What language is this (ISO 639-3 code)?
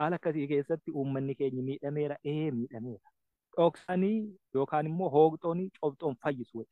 orm